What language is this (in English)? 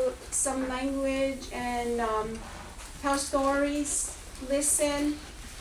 Mohawk